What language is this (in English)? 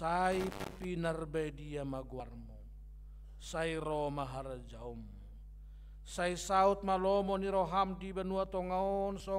Batak Toba